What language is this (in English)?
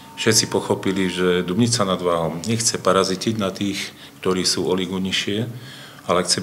Slovak